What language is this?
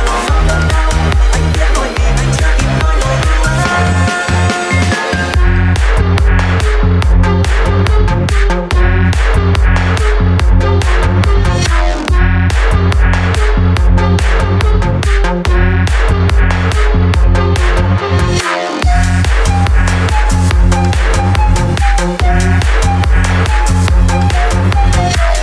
Vietnamese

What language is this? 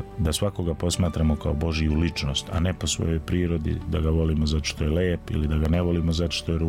Serbian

